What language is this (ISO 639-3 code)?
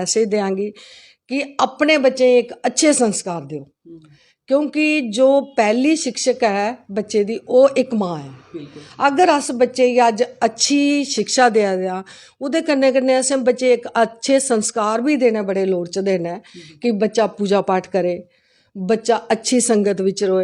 doi